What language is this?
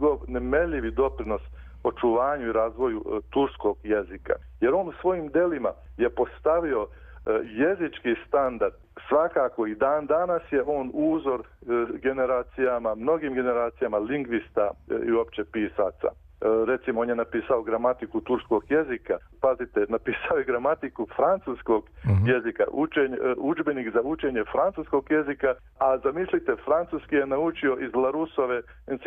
Bosnian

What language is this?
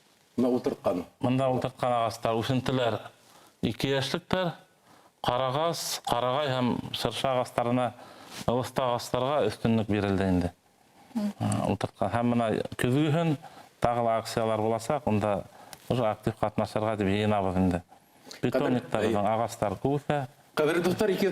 Bashkir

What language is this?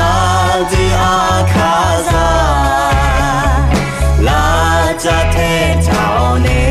Akha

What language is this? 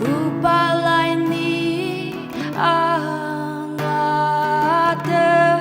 Ao Naga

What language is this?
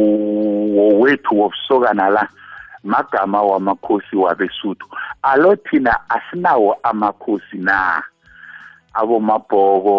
South Ndebele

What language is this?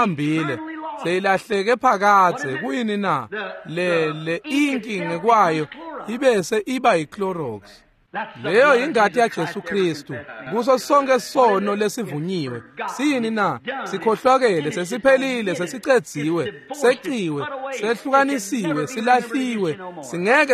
Swati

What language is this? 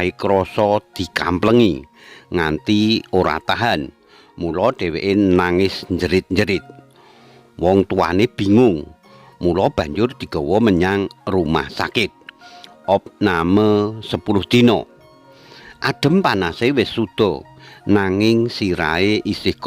Javanese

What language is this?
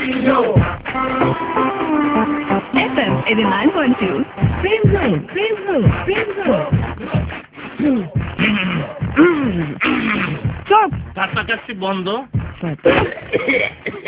Bangla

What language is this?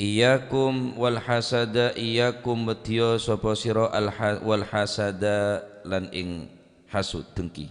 Madurese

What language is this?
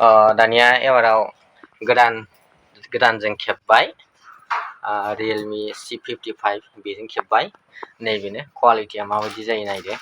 Bodo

